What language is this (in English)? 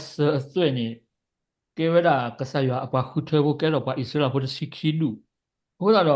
S'gaw Karen